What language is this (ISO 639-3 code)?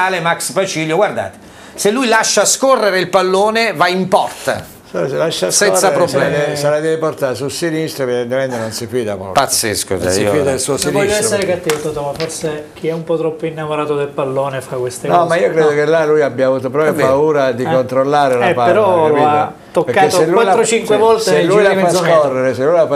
ita